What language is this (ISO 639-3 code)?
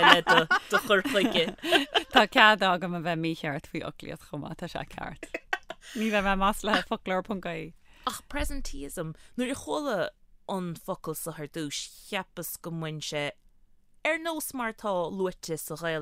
gle